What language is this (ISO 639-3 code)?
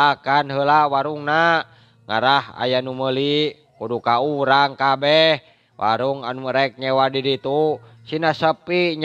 sun